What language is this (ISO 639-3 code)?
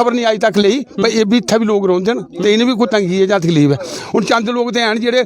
doi